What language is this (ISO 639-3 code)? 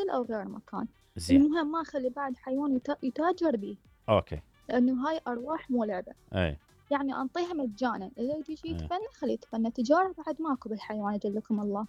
acm